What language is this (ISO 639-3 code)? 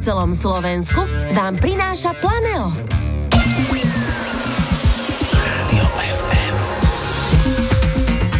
slk